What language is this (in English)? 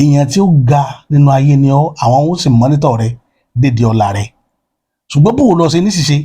Yoruba